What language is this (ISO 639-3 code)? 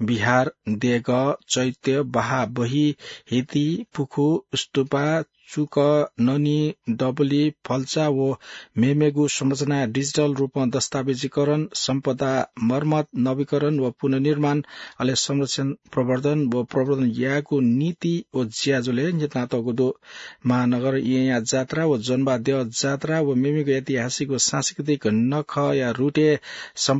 new